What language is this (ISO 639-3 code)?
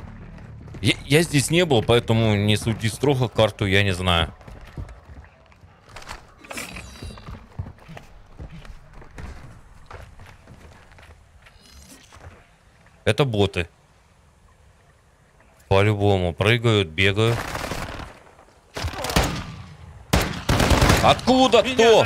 rus